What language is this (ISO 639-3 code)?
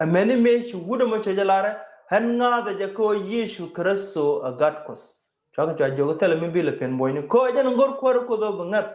nus